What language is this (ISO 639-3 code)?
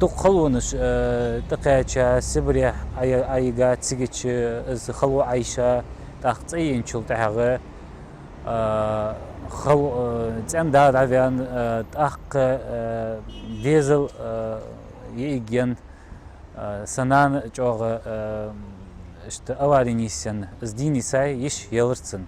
inh